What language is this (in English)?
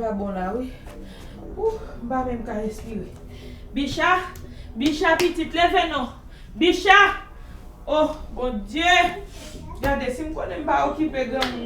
Haitian Creole